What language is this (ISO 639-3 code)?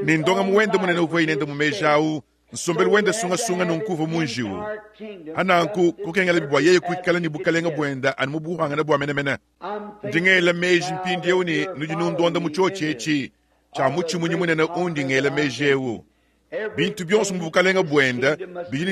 lua